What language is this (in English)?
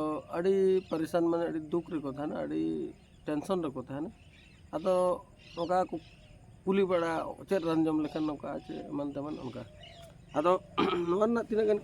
Santali